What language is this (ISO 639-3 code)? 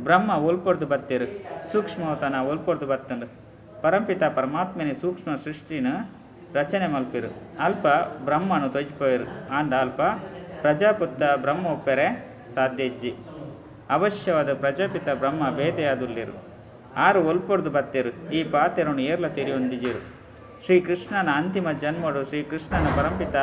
tcy